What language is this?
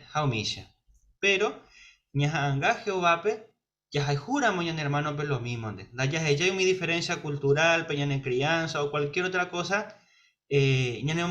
Guarani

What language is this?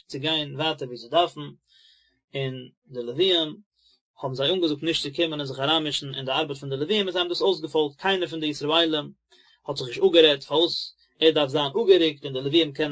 Yiddish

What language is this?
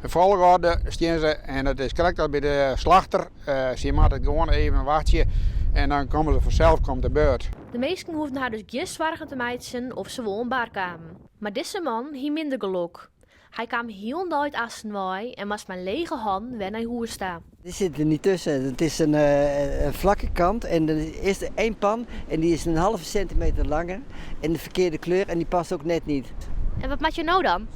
Western Frisian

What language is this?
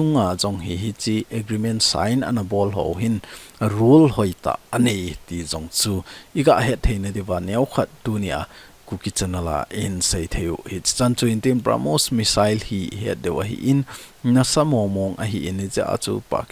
Thado Chin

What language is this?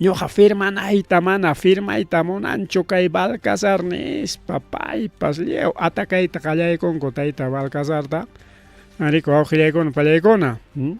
Ayacucho Quechua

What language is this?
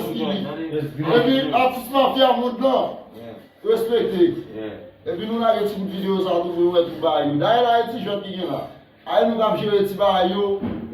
Haitian Creole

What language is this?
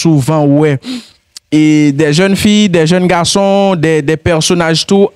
Haitian Creole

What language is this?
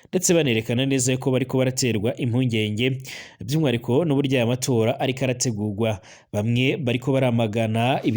Rundi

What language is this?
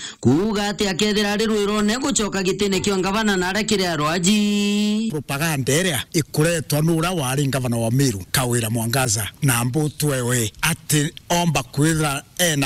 Meru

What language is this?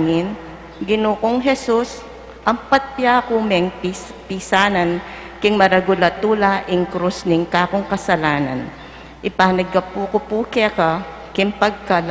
Pampanga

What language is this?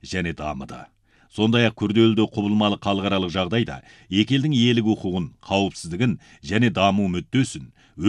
Kazakh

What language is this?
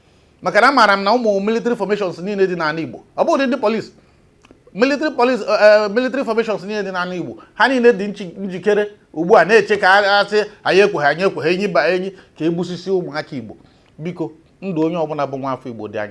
Igbo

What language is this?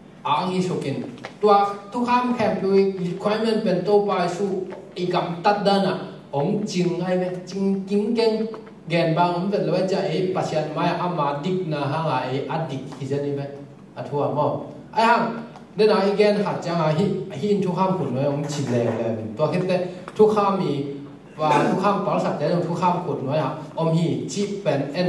Tedim Chin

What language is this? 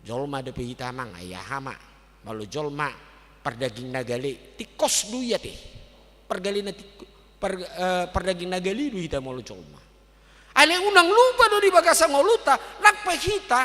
Batak Toba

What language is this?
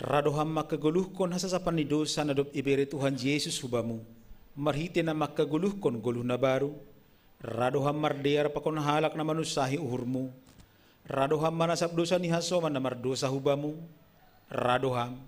Batak Simalungun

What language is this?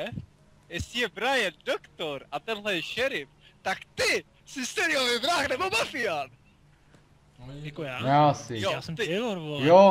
Czech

